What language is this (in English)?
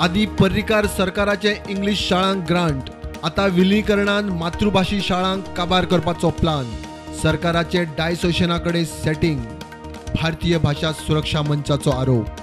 Konkani